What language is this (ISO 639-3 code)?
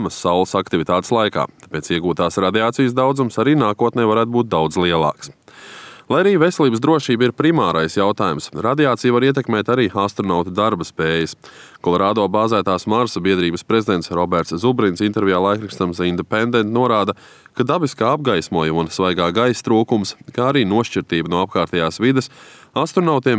lav